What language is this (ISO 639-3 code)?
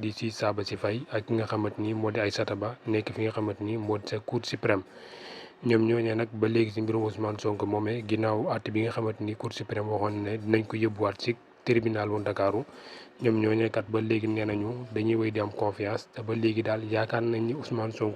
wol